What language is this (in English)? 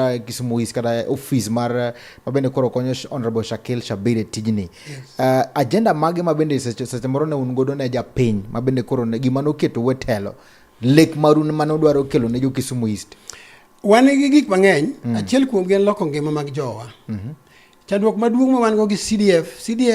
Luo (Kenya and Tanzania)